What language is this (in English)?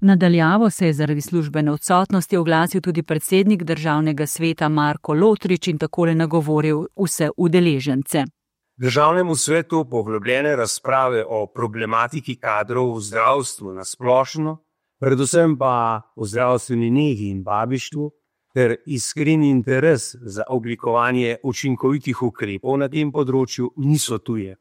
Slovenian